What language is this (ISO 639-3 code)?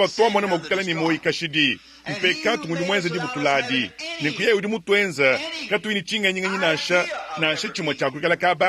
lua